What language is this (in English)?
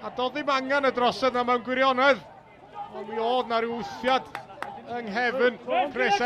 Welsh